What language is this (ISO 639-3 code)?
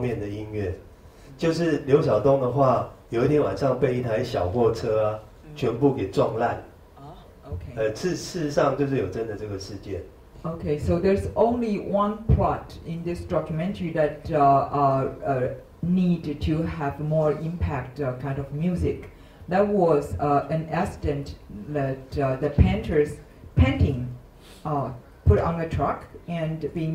zho